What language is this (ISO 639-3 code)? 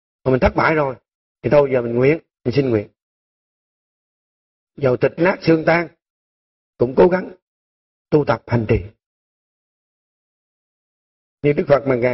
vie